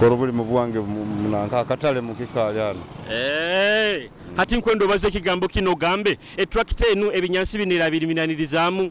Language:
Nyoro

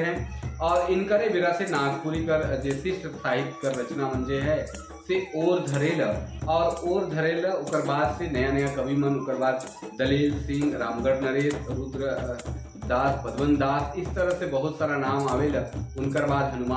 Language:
Sadri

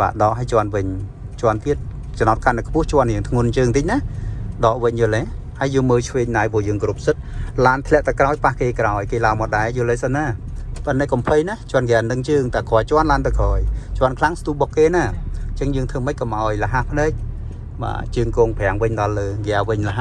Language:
Khmer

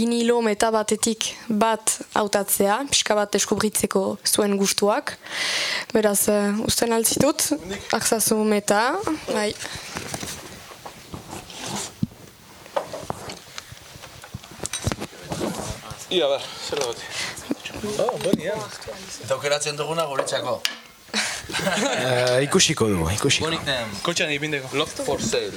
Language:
Basque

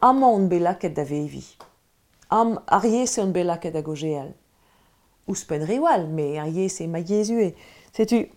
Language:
Breton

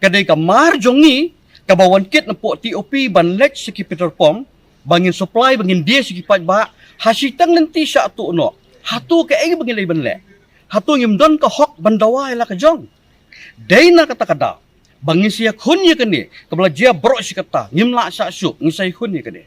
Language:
Khasi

